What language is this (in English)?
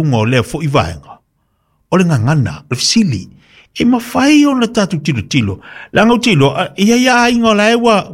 Samoan